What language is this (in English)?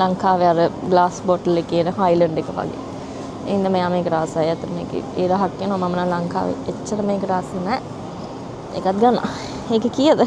Sinhala